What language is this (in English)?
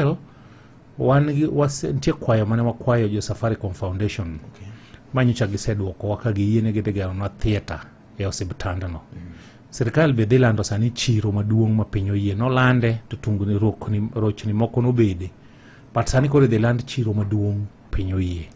Luo (Kenya and Tanzania)